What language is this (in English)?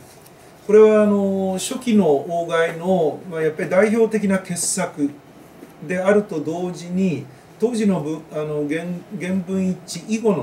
Japanese